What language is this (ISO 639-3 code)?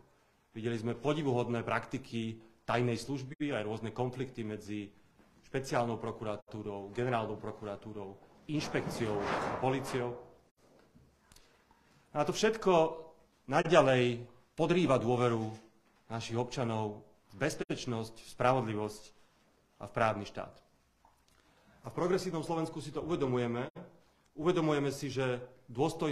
slk